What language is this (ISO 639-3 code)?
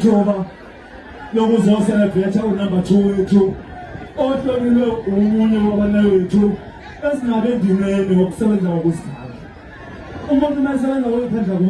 zul